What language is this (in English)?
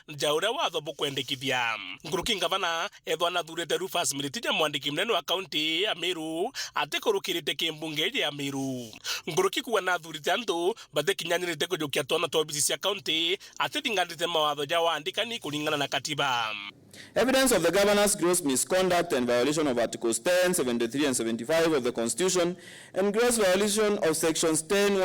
Meru